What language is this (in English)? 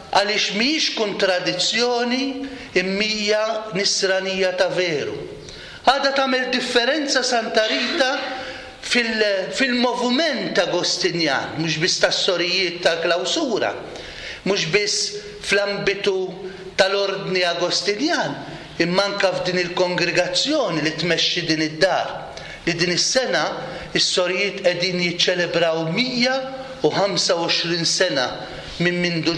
Maltese